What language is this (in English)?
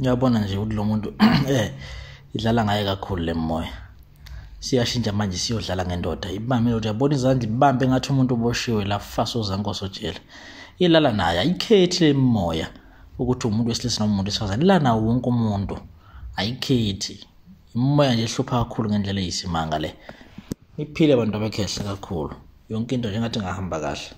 Zulu